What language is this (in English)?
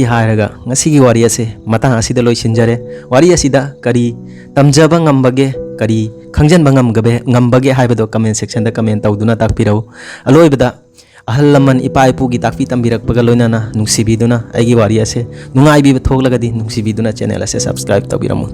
Manipuri